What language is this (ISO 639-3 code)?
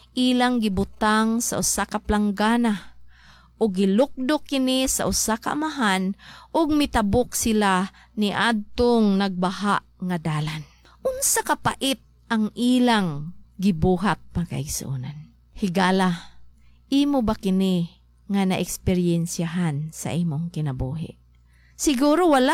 ceb